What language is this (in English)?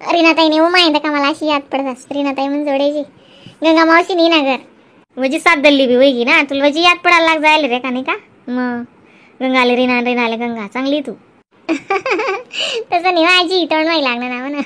Khandesi